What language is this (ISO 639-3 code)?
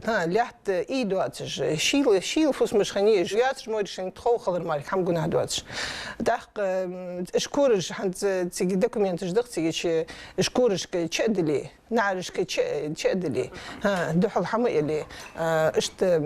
inh